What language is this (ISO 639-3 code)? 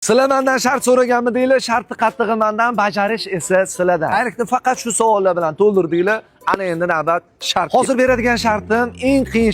uzb